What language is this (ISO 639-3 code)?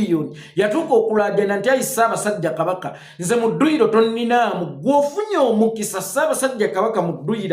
lug